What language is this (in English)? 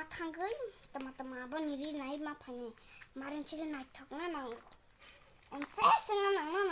Kok Borok